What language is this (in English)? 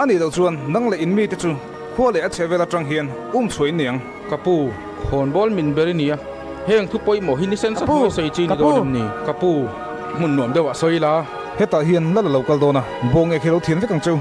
Mizo